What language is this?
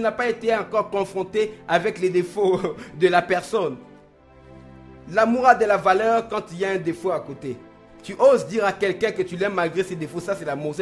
French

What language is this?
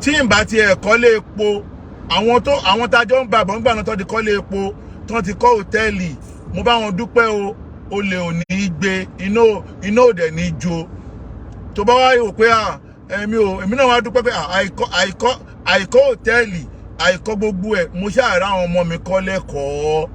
Yoruba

